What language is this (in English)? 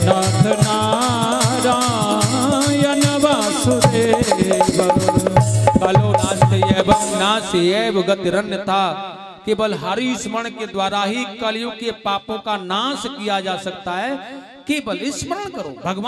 Hindi